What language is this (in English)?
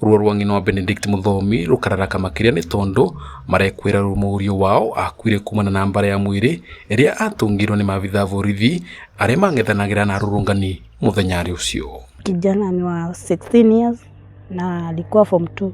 Kikuyu